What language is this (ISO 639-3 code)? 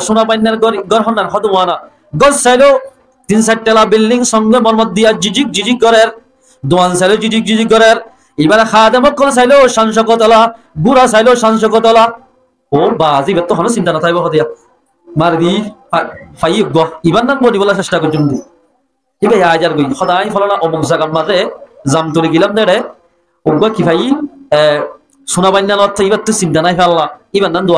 rhg